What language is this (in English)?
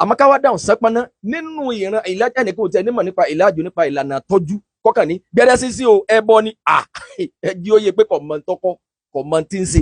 Yoruba